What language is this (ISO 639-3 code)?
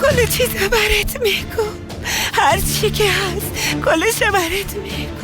fas